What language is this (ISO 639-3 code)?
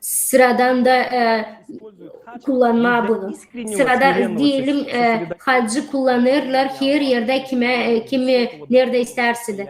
gag